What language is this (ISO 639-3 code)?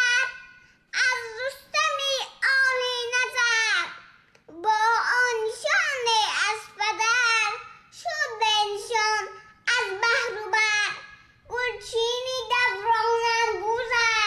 tgk